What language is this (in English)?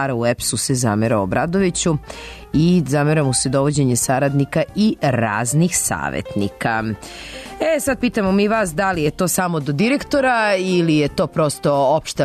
Serbian